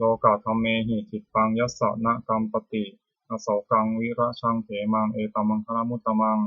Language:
Pali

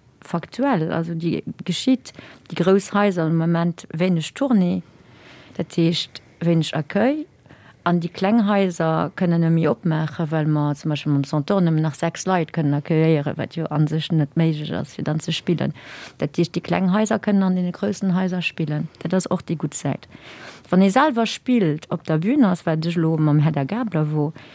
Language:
Luxembourgish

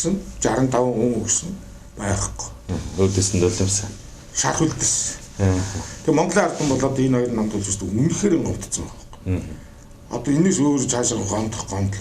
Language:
Mongolian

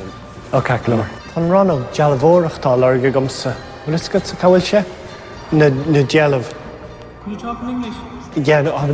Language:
Irish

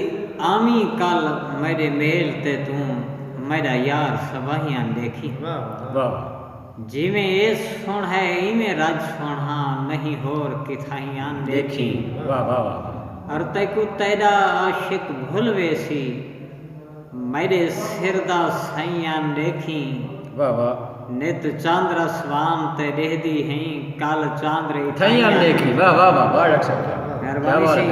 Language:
Saraiki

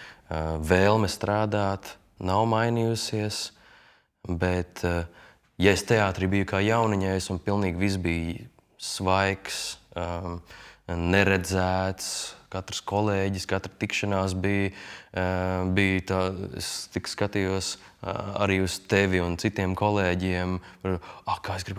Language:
Latvian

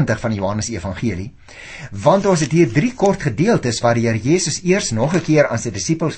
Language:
Afrikaans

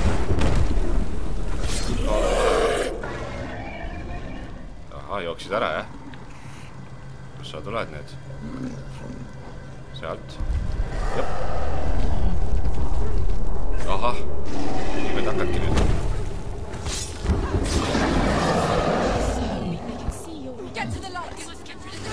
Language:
Estonian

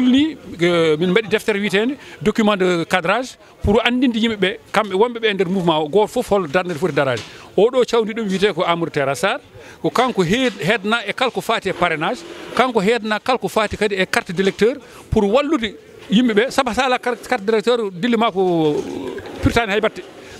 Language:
Fula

